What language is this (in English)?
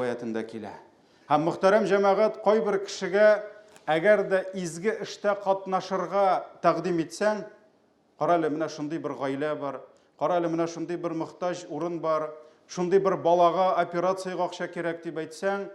Tatar